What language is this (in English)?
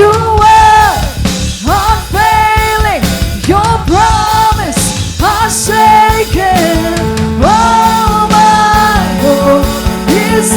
Waray